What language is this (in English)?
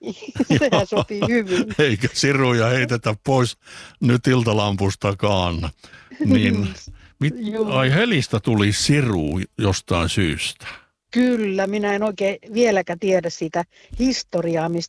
Finnish